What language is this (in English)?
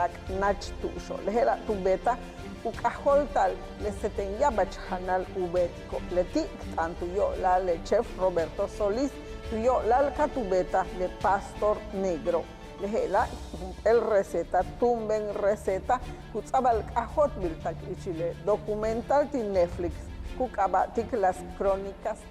Yucateco